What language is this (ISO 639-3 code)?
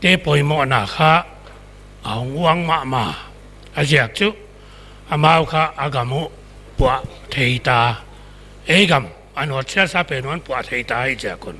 pck